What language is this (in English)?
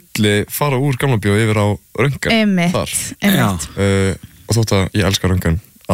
Icelandic